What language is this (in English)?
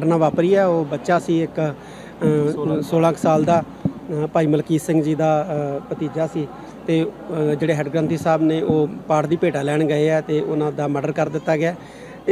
Punjabi